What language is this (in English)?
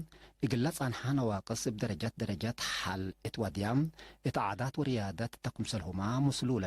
Tigre